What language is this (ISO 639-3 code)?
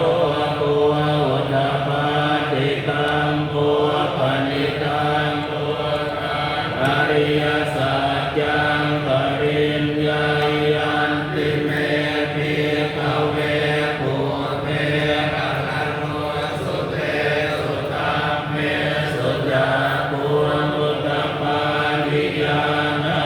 pli